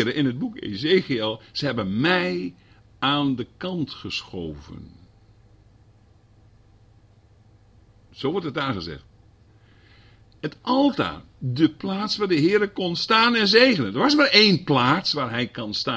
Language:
Dutch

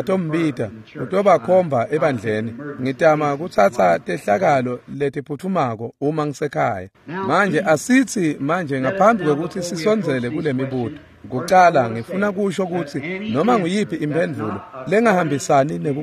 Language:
Swati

